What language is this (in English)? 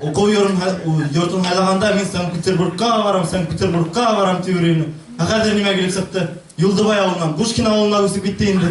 Bashkir